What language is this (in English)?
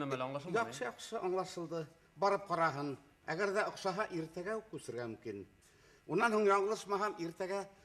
Bashkir